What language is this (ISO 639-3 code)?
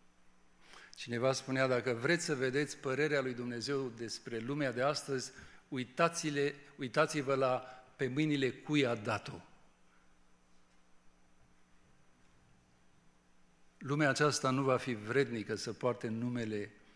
ron